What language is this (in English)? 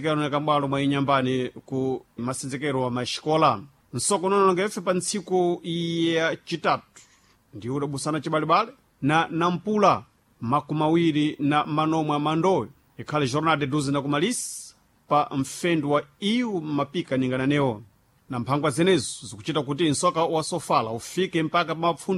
Sena